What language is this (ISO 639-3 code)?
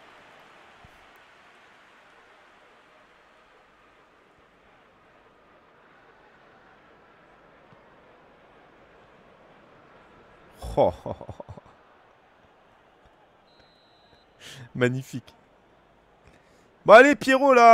fra